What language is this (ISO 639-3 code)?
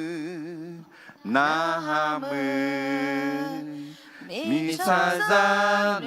ahk